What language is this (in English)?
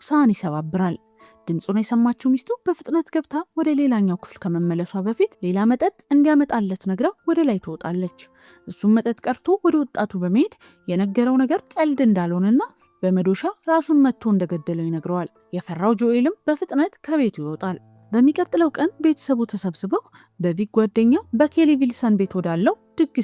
Amharic